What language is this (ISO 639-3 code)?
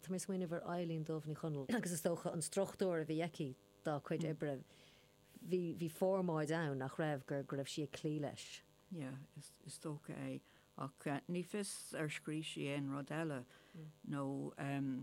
gle